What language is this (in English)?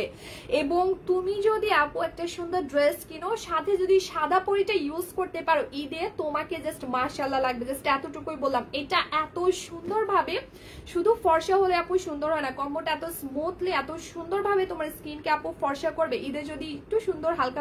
Bangla